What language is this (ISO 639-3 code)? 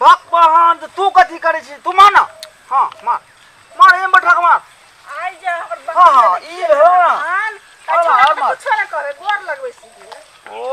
mai